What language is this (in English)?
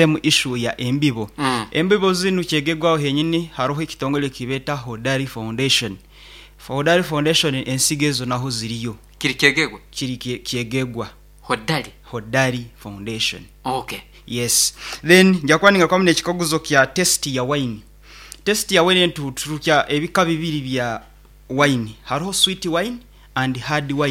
Nyankole